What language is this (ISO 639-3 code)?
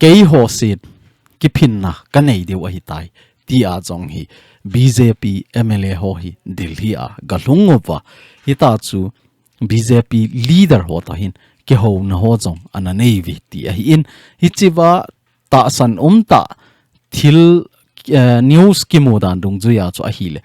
tcz